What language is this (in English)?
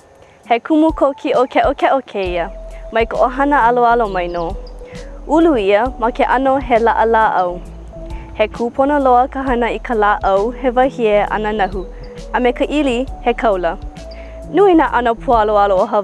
Hawaiian